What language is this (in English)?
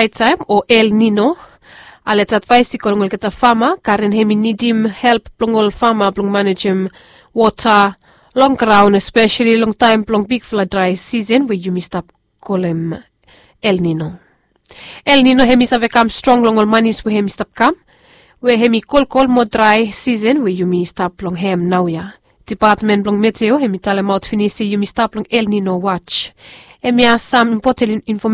Bislama